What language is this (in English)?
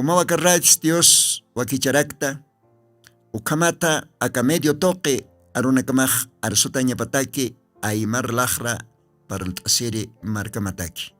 Aymara